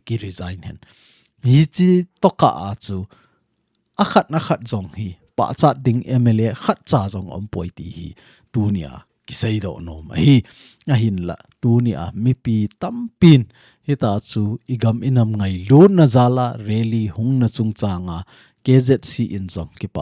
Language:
Thado Chin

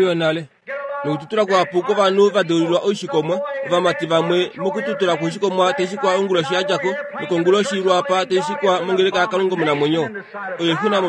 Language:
Kuanyama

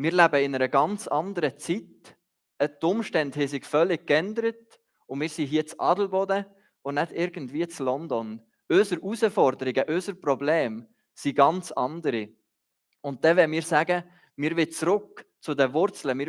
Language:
Swiss German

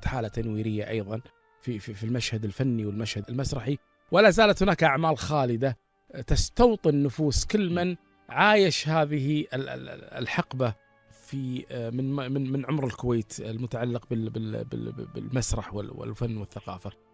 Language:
Gulf Arabic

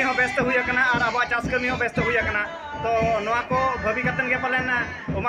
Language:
Santali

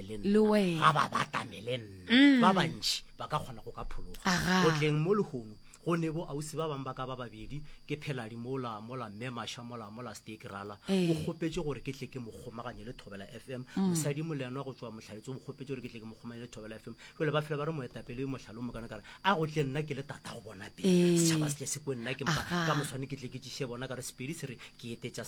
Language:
Northern Sotho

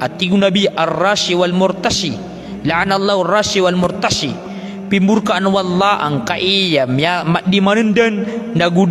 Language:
Maranao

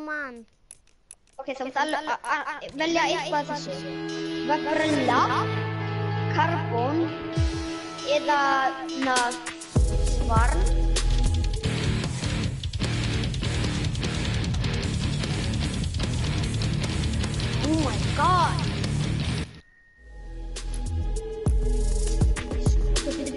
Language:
Icelandic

